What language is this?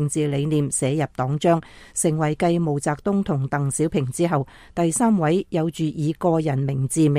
Cantonese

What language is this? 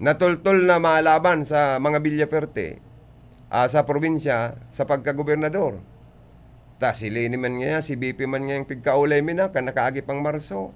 Bikol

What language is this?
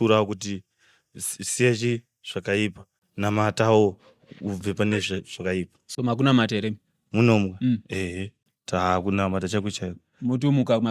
Shona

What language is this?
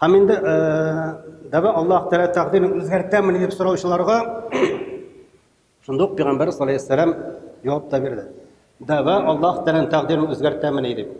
Tatar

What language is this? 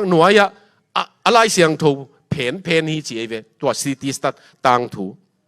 Tedim Chin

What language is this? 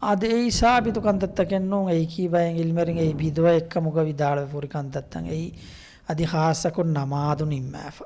Divehi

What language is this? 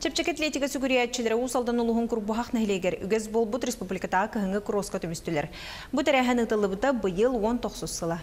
Yakut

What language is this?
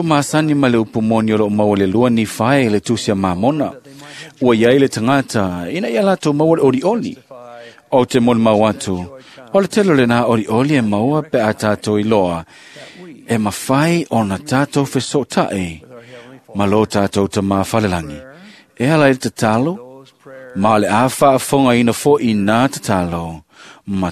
Samoan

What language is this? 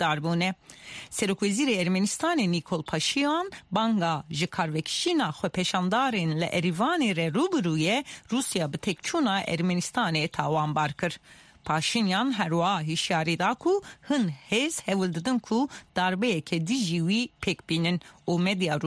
Kurdish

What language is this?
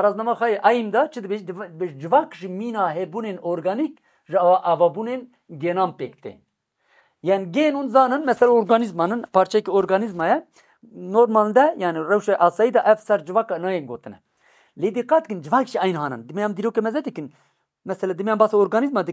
Kurdish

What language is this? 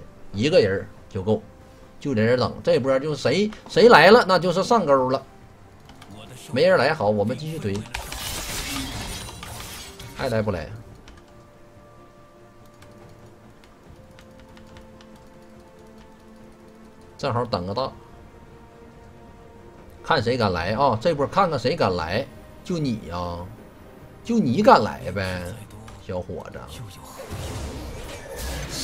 Chinese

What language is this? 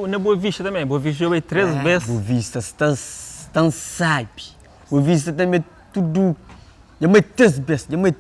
Kabuverdianu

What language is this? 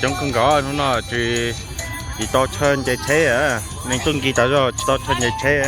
Hmong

